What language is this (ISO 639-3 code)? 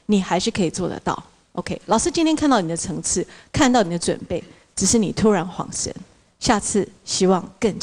zho